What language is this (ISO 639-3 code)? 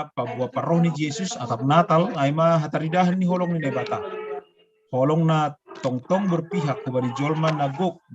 bts